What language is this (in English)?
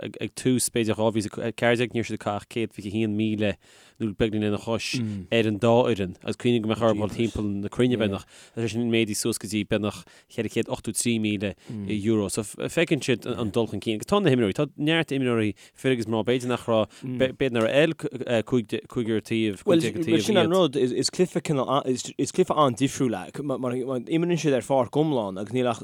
Irish